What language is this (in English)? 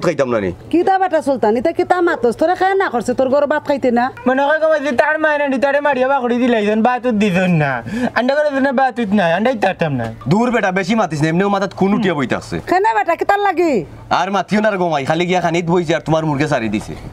Sylheti